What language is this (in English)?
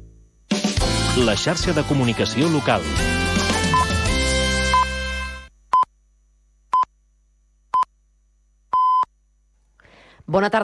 Catalan